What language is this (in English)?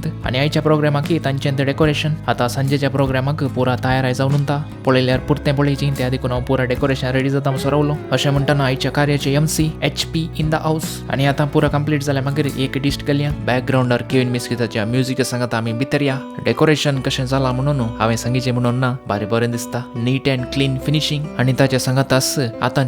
Konkani